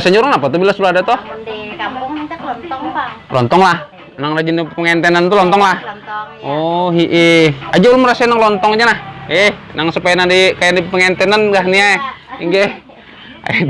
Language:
Banjar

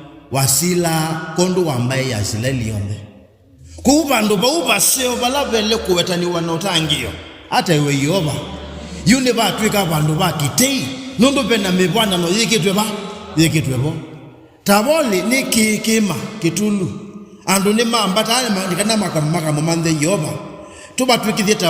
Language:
Kamba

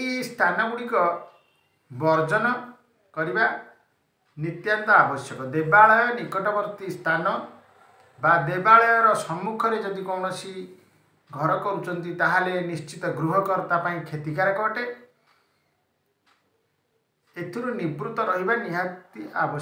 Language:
Odia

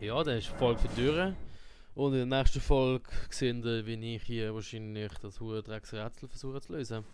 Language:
Swiss German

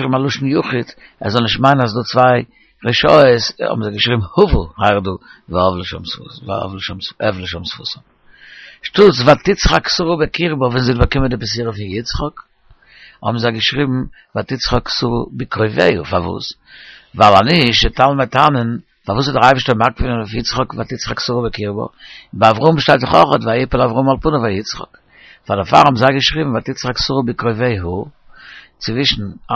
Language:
Yiddish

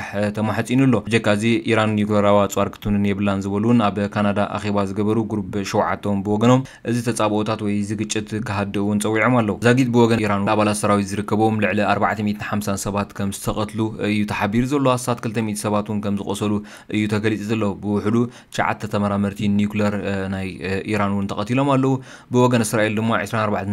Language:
Tigrinya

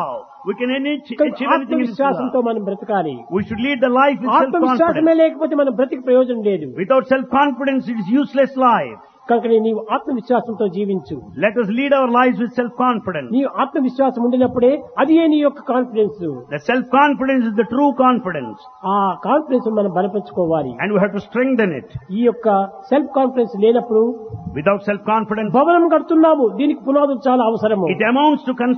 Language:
Telugu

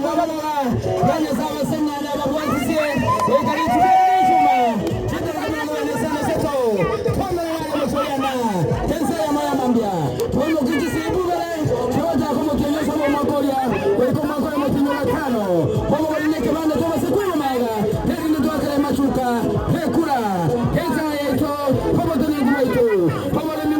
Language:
Gusii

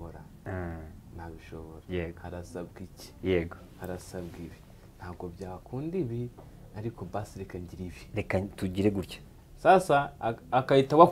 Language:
Kinyarwanda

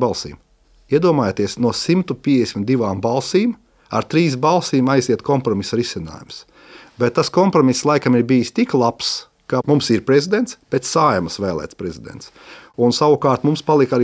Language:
Latvian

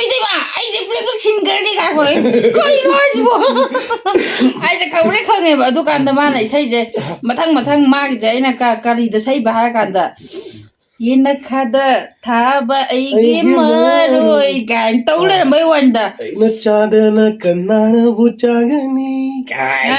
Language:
Manipuri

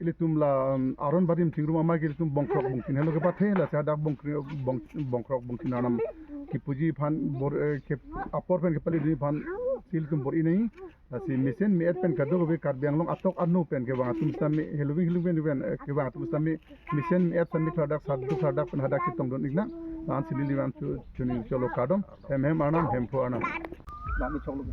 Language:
Karbi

